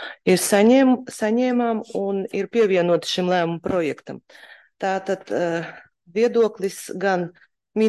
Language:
Latvian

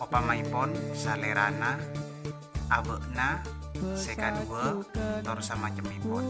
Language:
Madurese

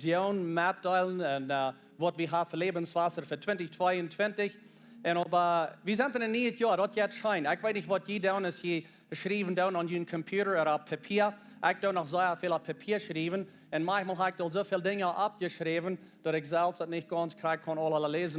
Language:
Plautdietsch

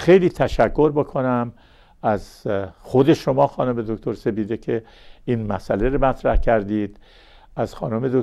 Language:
Persian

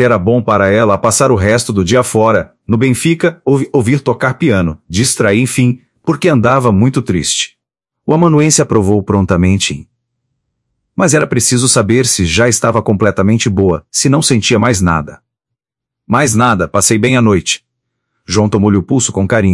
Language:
Portuguese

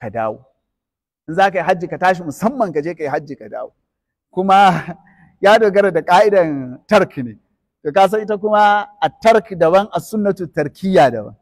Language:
Hausa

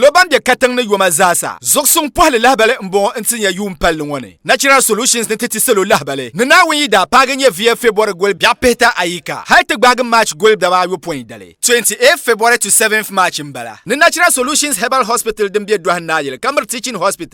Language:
Dagbani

